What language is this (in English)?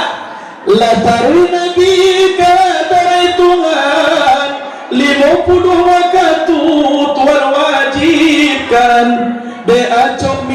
Minangkabau